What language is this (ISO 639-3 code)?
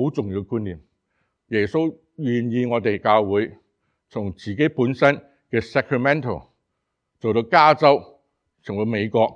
yue